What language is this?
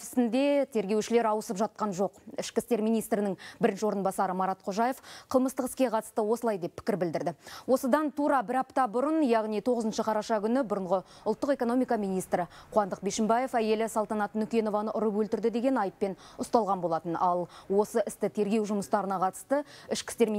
Kazakh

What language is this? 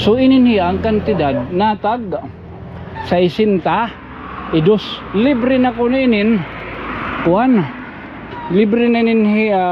Waray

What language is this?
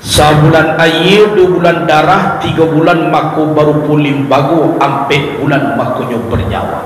Minangkabau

